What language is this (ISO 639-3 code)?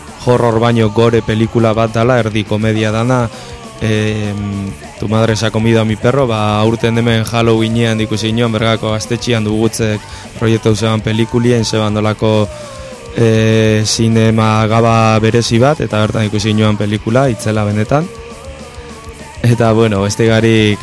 eus